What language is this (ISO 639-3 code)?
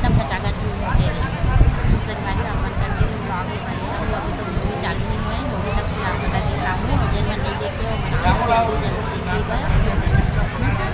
hne